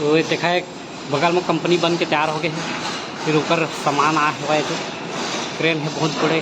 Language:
Chhattisgarhi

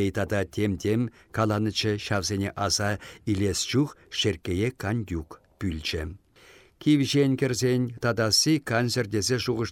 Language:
Chuvash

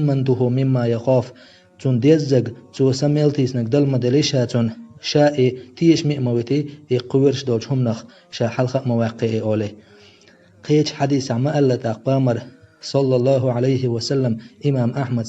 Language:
Chechen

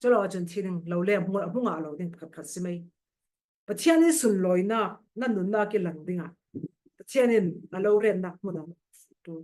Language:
Falam Chin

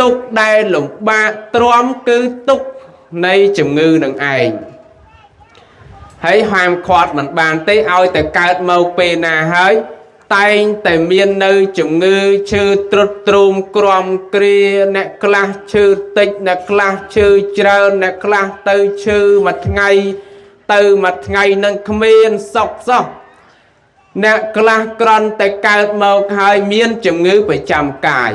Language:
Khmer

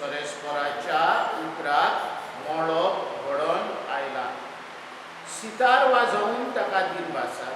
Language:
Konkani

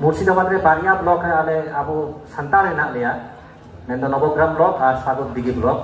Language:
Santali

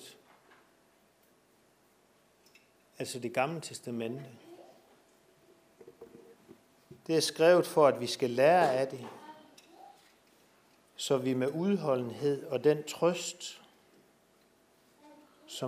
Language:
Danish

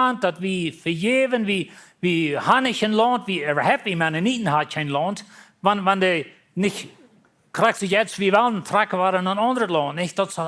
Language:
Plautdietsch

